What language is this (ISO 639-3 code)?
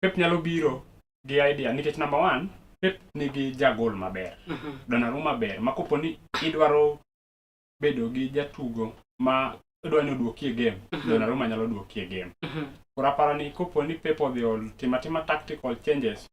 luo